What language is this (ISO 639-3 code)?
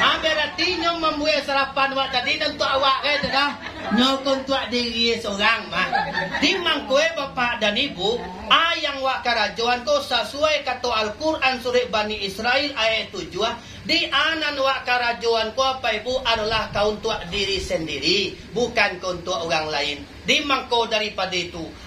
min